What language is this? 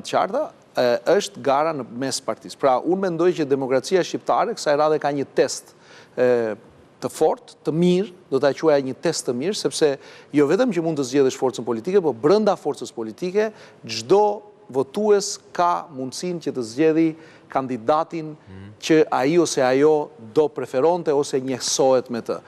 Albanian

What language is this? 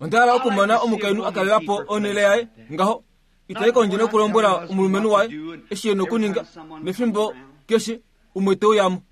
Kuanyama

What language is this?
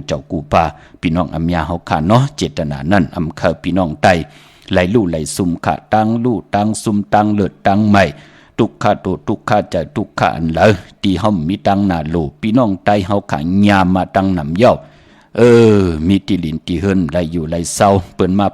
Shan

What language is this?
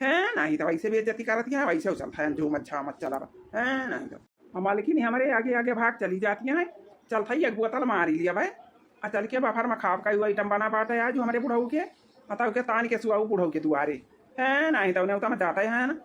Awadhi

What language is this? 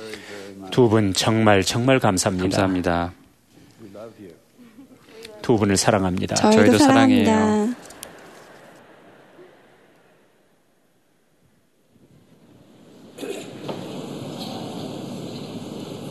Korean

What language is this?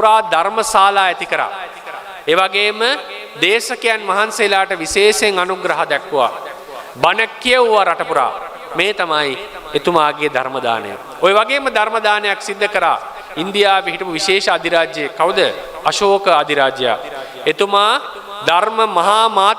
Sinhala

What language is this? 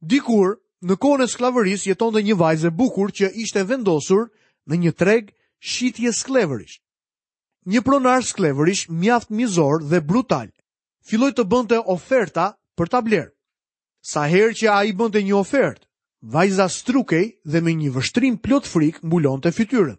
Albanian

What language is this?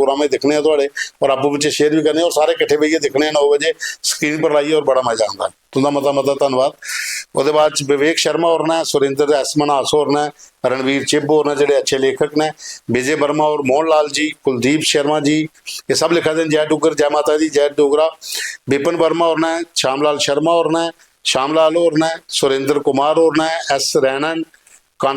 Dogri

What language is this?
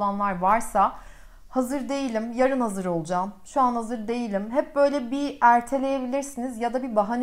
Turkish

